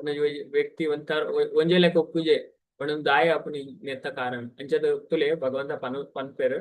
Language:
Tulu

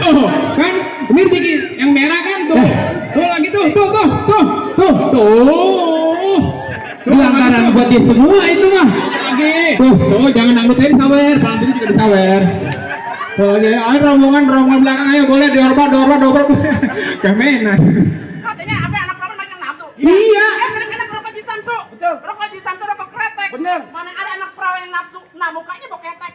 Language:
Betawi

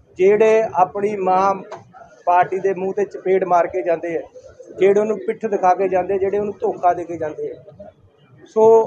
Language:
Punjabi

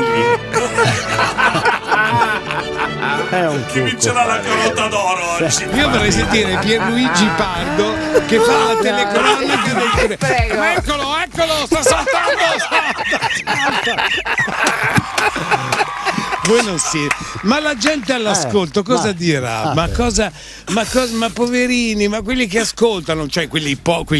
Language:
Italian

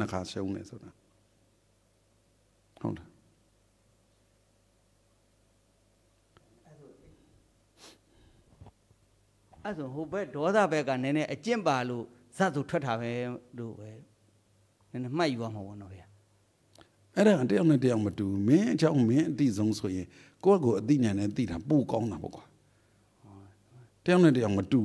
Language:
Burmese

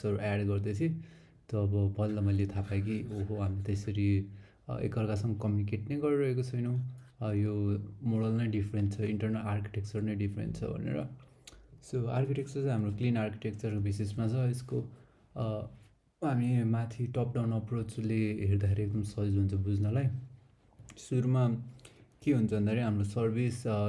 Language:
Nepali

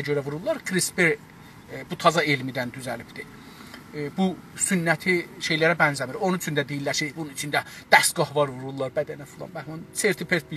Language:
South Azerbaijani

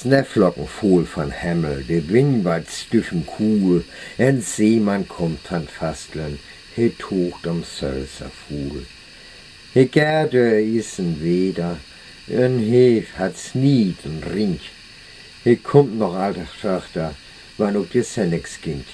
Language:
Northern Frisian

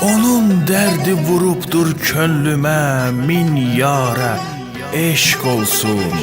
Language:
South Azerbaijani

